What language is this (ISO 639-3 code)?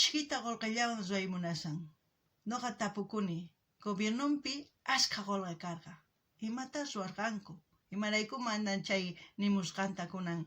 quh